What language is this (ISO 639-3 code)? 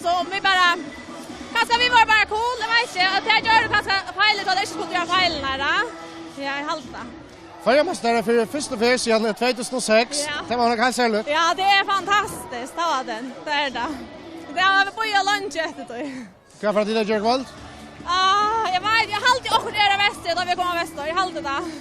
fao